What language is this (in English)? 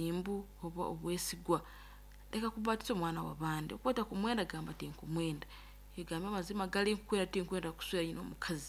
Nyankole